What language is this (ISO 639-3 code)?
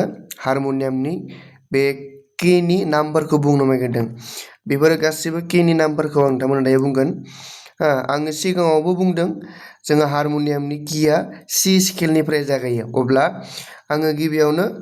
brx